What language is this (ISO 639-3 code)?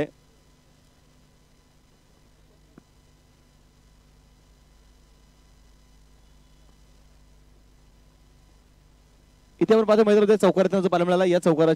mar